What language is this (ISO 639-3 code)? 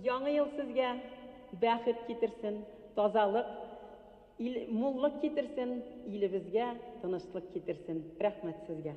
bak